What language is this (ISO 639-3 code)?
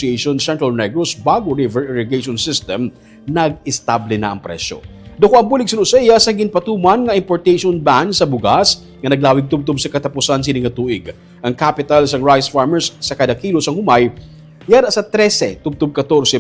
hil